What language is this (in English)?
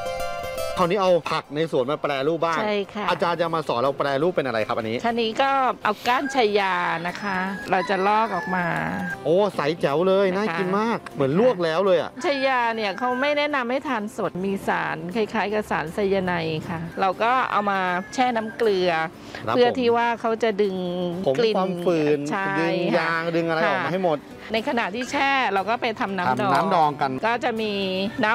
Thai